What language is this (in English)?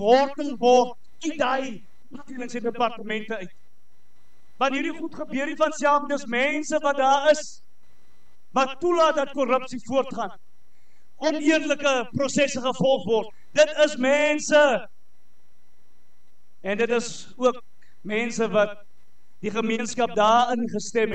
Afrikaans